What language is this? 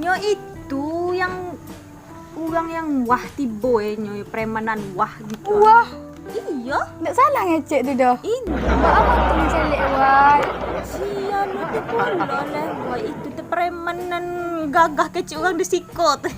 Minangkabau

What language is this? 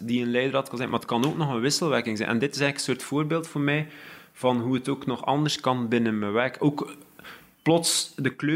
Dutch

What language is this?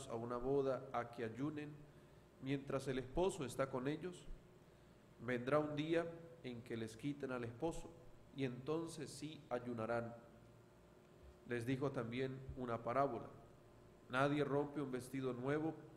Spanish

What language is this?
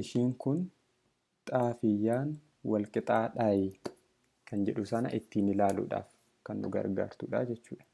Oromo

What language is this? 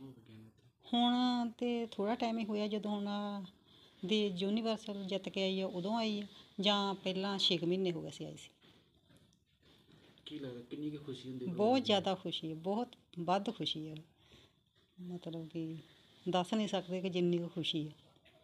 Punjabi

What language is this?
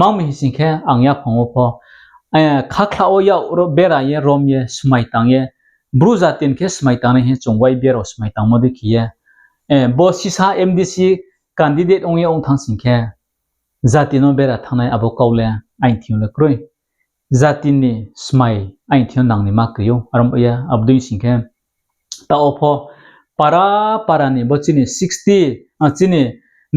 Riang (India)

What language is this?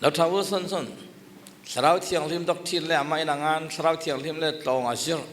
Falam Chin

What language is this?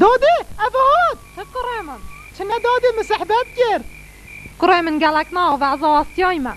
Kurdish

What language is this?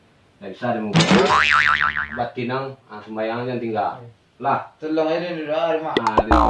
Minangkabau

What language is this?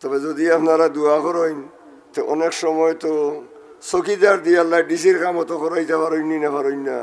Sylheti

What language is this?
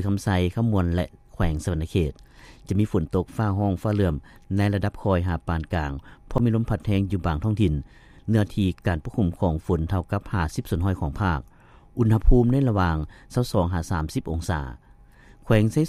Lao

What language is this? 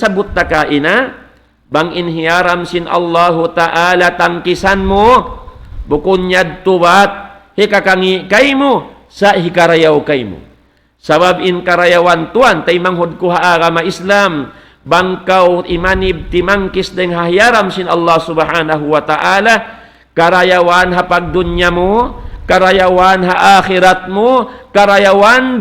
Tausug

